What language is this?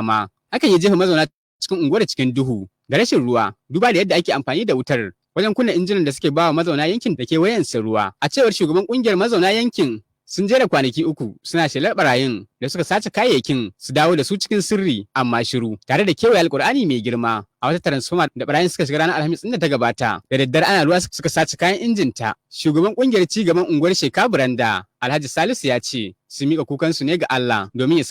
Hausa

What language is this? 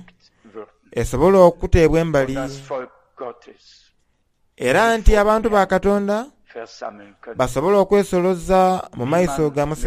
Soga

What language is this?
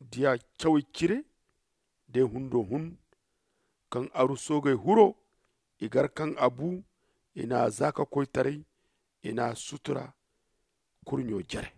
Zarma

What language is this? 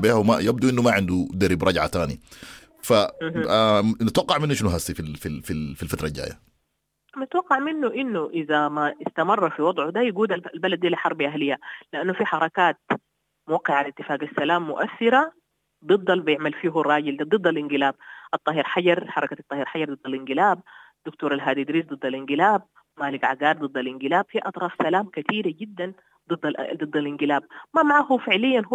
Sudanese Arabic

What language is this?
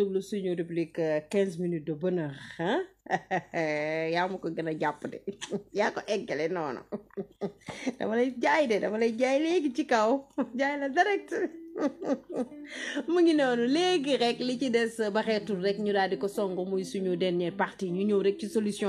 Wolof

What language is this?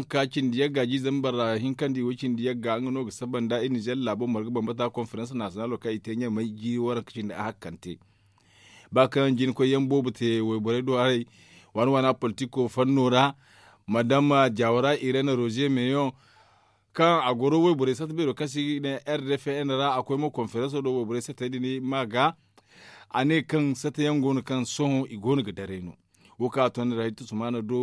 Zarma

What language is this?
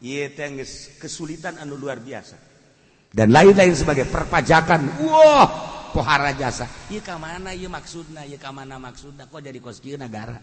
Sundanese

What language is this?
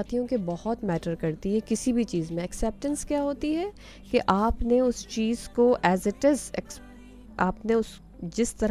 Urdu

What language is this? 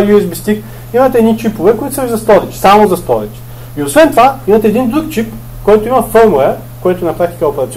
Bulgarian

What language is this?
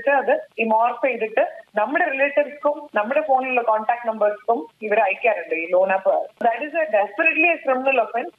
Malayalam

